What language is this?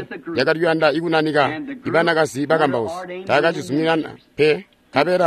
Tonga (Zambia)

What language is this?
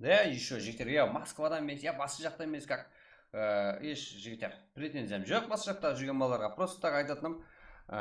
Kara-Kalpak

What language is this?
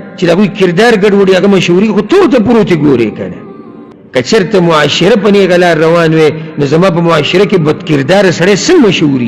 Pashto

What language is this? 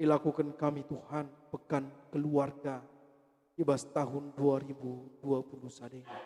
Batak Karo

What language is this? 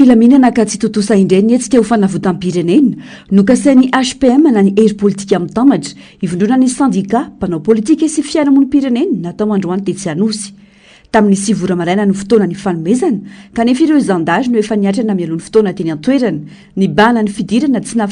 Malagasy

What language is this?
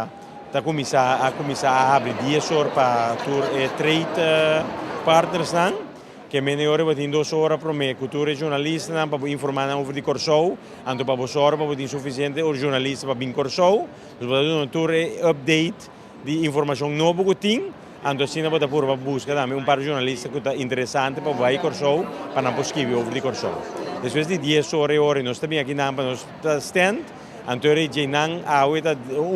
Papiamento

